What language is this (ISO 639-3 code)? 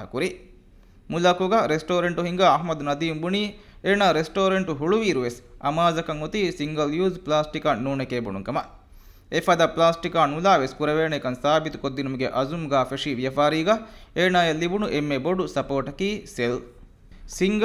div